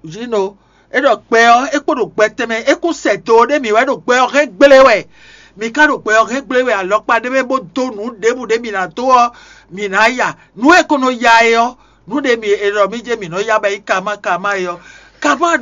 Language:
Fon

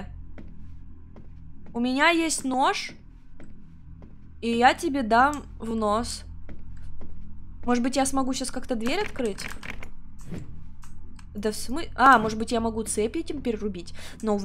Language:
Russian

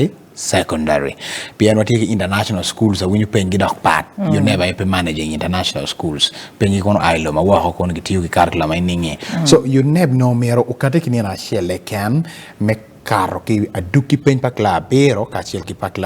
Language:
Acoli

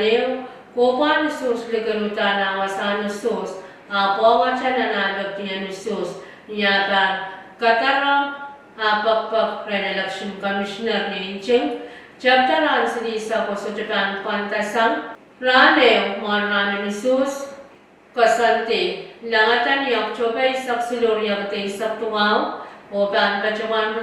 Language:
Pohnpeian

